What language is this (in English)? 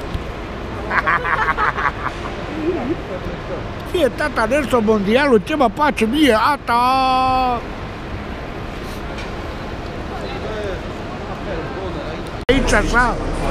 Romanian